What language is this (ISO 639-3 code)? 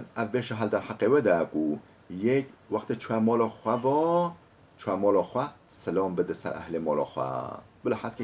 kur